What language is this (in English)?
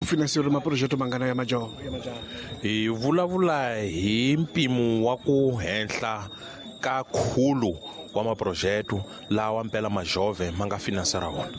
Tsonga